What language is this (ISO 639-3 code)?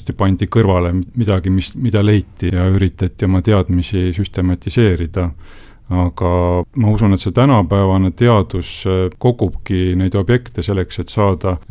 est